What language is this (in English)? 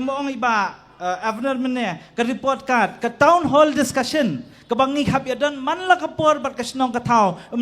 Khasi